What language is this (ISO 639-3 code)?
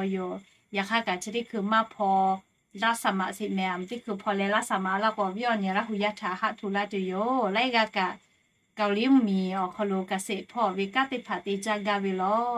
lhu